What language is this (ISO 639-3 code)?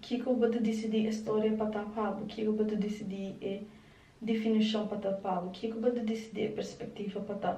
pap